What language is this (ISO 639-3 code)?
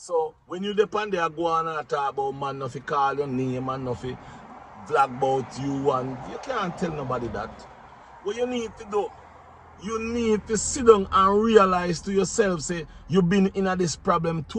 jam